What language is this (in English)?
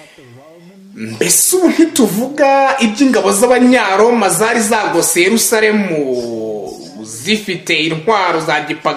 Kinyarwanda